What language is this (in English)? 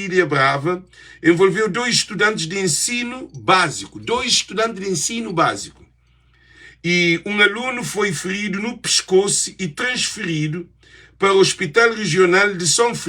Kabuverdianu